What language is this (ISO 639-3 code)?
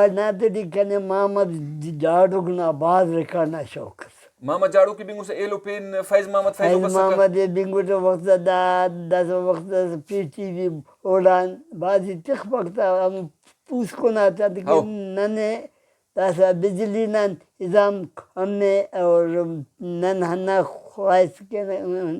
brh